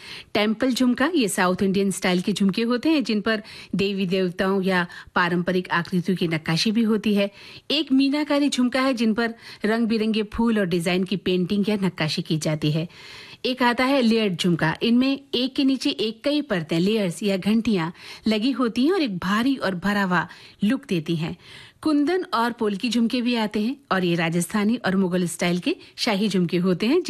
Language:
Hindi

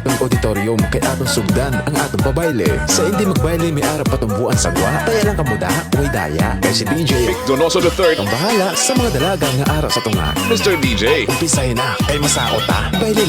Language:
Hiligaynon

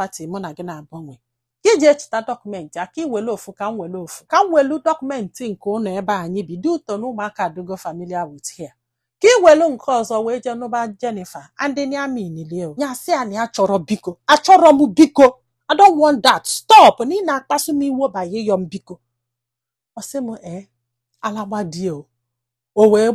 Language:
Igbo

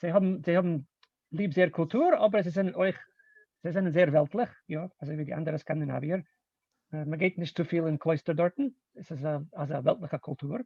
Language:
Yiddish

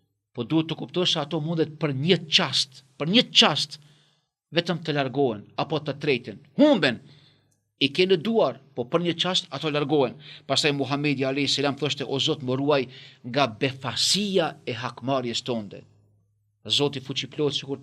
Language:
Albanian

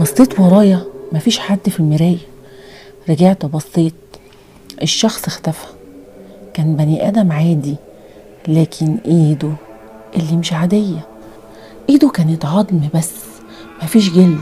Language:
Egyptian Arabic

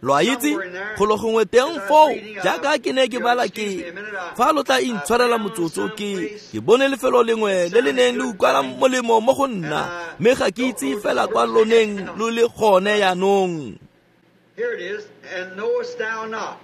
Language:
Tswana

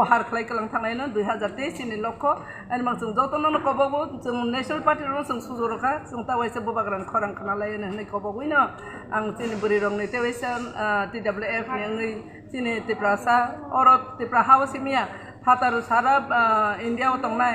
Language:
Kok Borok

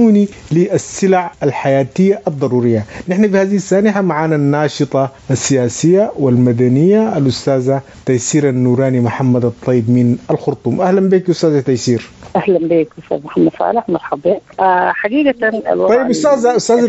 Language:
Sudanese Arabic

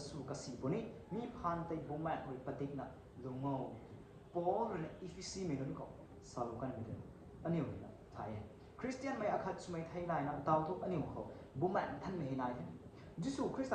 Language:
Rongmei Naga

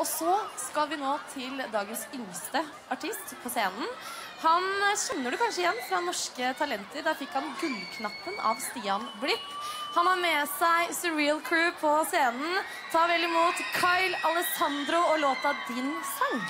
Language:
Norwegian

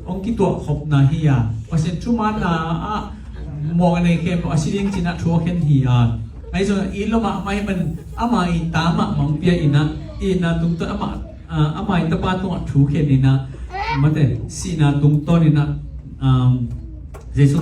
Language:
Tedim Chin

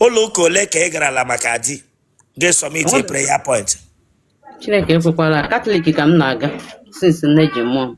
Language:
Igbo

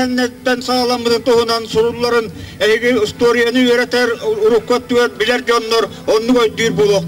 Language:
Yakut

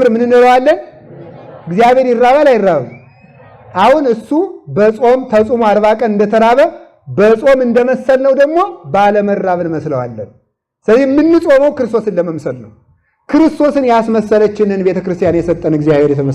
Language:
Amharic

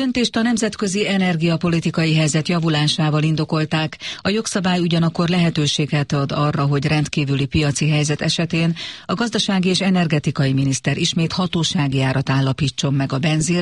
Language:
Hungarian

